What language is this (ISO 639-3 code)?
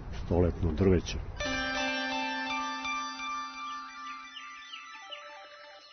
srp